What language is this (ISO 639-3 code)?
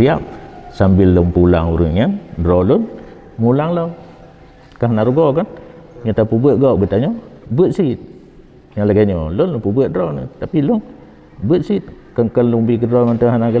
ace